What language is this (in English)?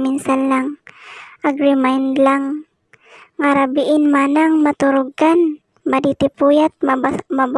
Iloko